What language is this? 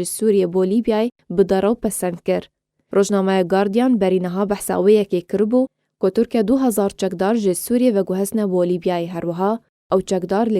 Kurdish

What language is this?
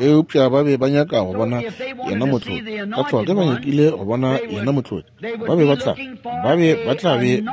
Northern Sotho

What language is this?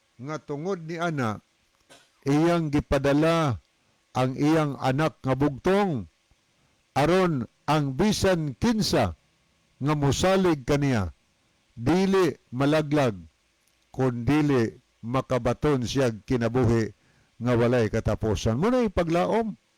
Cebuano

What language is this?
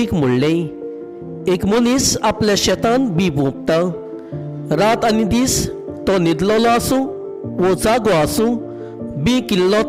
Konkani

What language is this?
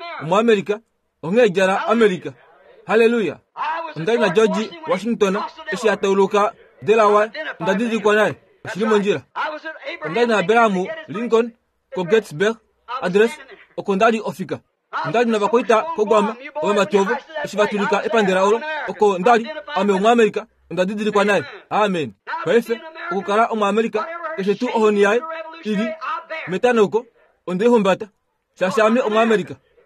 Kuanyama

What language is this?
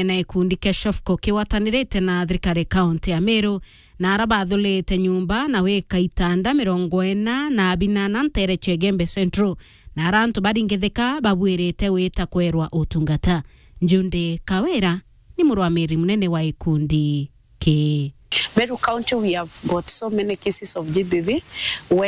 Meru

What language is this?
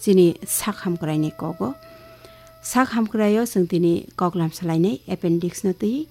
Kok Borok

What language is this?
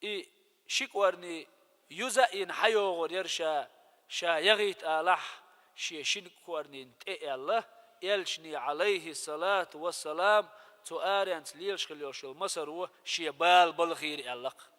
Chechen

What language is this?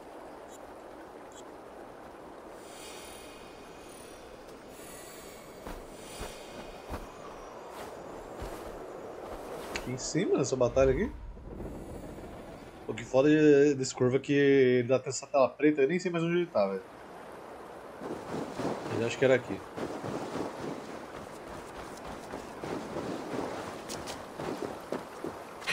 Portuguese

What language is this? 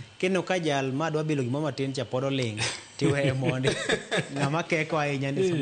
Luo (Kenya and Tanzania)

